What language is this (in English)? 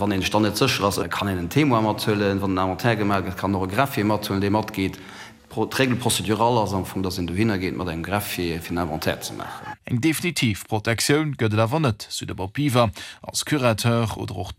Luxembourgish